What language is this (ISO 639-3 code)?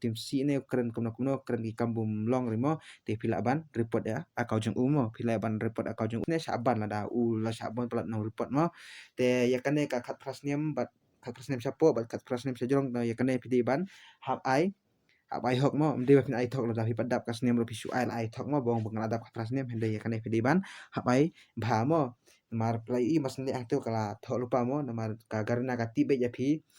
kha